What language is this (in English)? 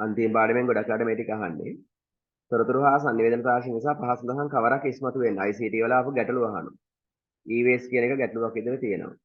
Sinhala